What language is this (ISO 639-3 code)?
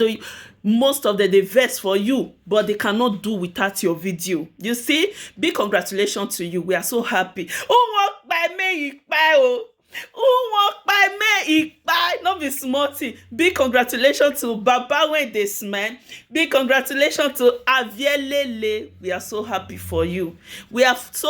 pcm